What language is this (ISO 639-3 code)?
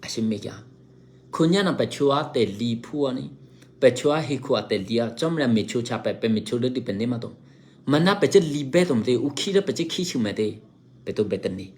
eky